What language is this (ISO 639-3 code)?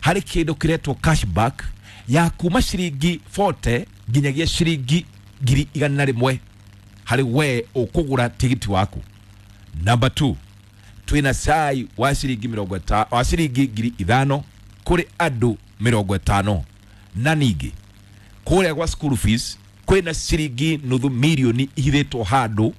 kik